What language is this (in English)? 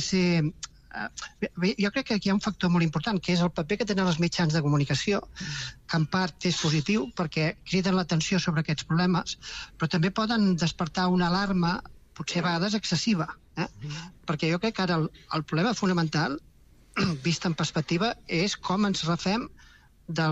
Catalan